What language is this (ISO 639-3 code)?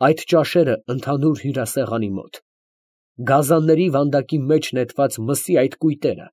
hye